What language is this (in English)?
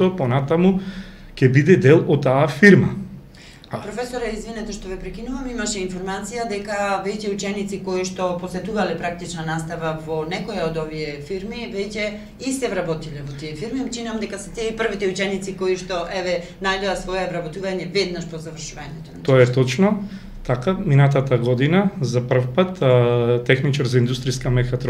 Macedonian